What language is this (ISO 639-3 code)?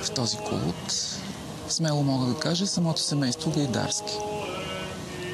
bul